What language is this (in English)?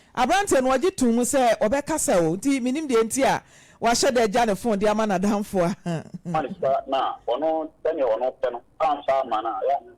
Akan